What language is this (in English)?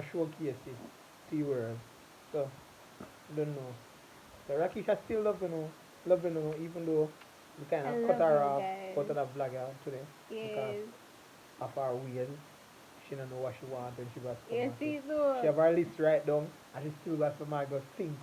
Jamaican Creole English